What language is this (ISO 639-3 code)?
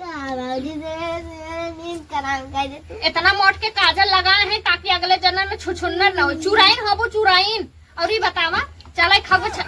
awa